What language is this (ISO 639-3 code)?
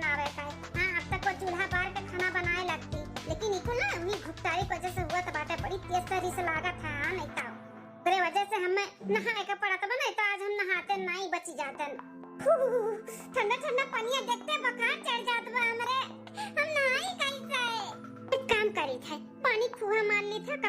awa